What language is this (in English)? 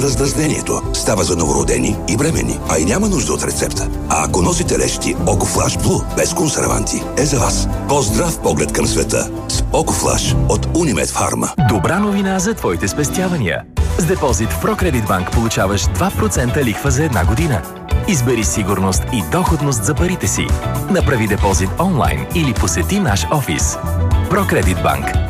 Bulgarian